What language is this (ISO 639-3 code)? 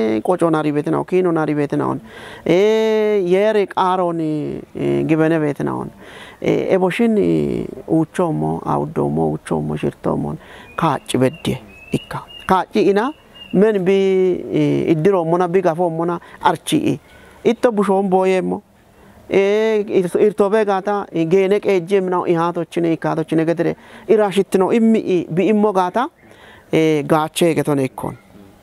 kbr